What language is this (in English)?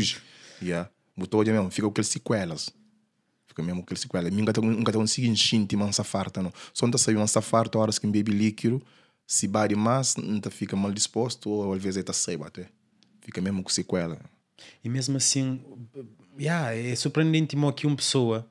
Kabuverdianu